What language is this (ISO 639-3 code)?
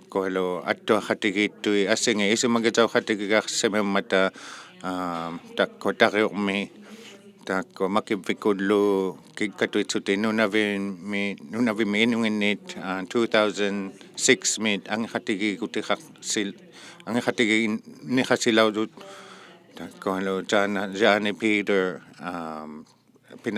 iku